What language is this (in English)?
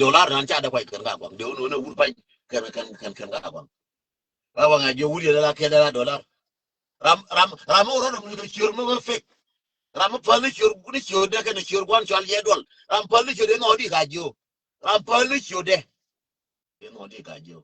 Nuer